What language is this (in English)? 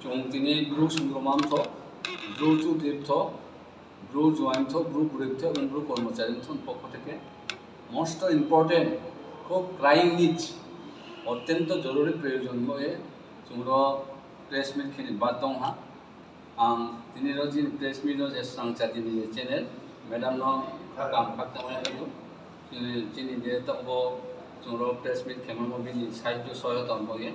Riang (India)